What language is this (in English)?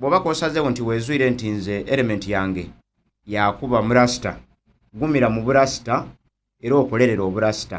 Soga